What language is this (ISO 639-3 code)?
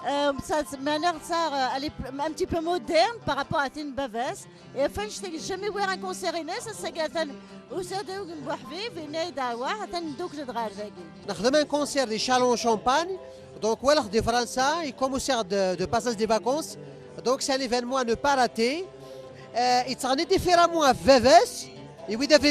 kab